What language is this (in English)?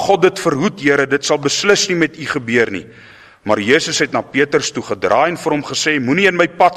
Afrikaans